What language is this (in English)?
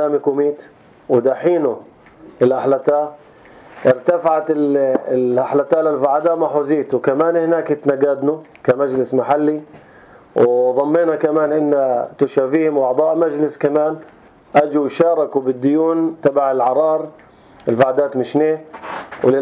North Levantine Arabic